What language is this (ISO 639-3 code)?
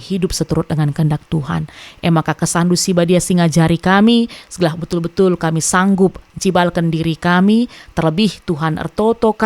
btx